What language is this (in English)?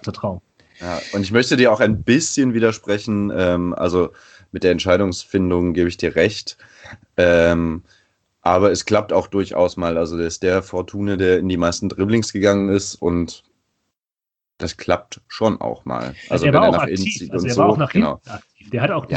German